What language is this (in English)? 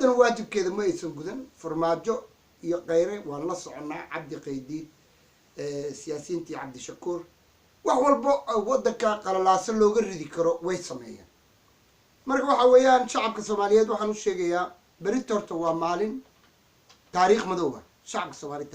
Somali